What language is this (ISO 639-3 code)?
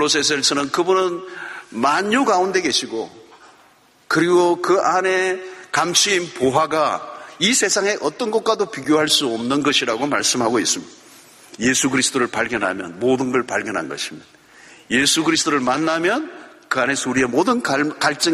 kor